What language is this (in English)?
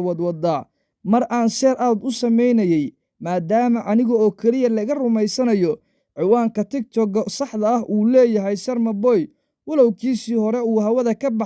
Somali